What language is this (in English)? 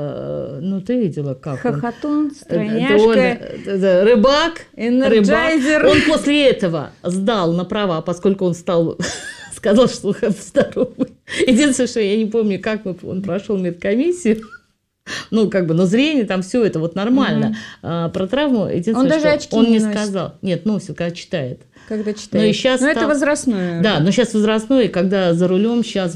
Russian